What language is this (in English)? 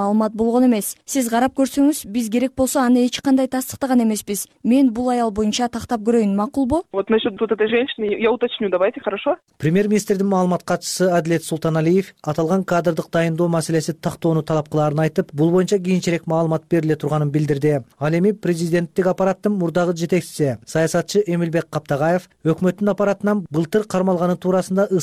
Kyrgyz